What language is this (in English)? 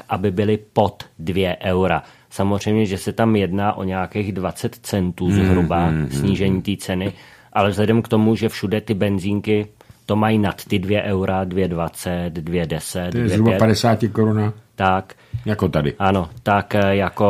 Czech